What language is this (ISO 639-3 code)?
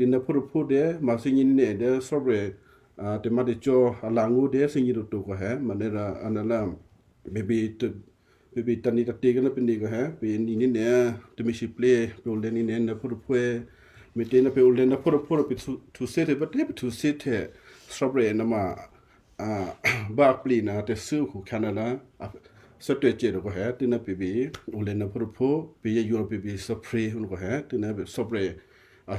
kyu